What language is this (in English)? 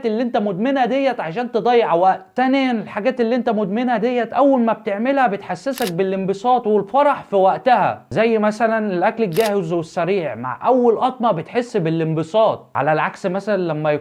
Egyptian Arabic